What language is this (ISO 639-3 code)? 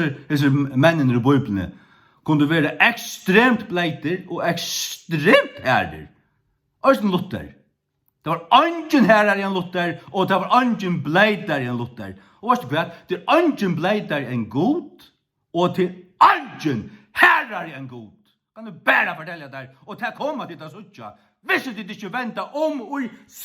fao